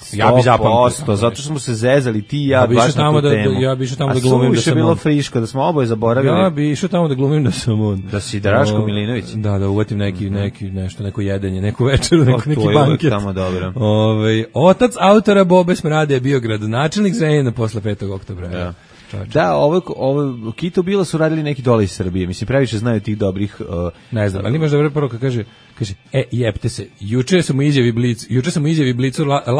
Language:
Serbian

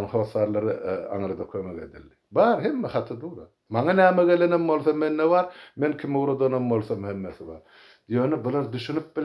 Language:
Turkmen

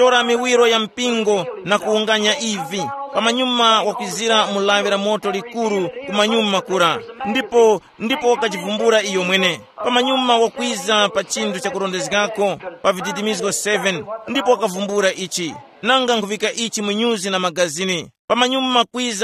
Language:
Tumbuka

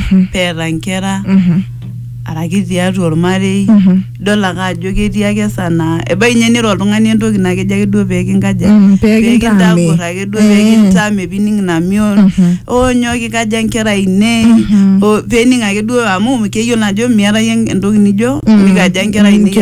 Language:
Masai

